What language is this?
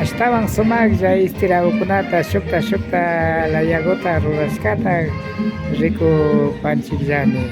Imbabura Highland Quichua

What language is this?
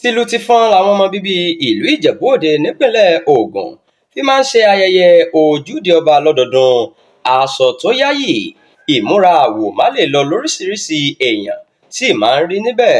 Yoruba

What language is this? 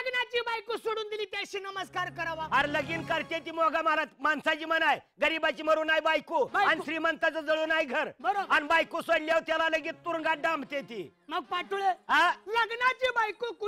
Marathi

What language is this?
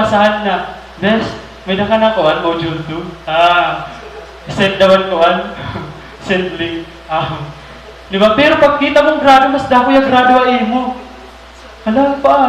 Waray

